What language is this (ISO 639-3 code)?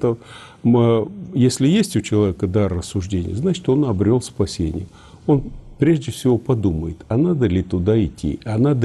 rus